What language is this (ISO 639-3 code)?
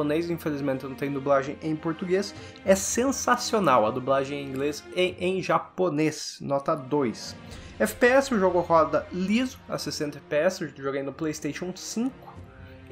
por